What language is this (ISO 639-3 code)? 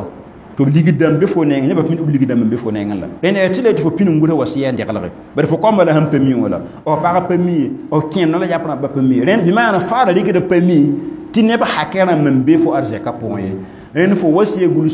mos